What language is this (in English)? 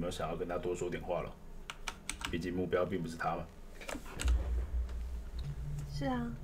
Chinese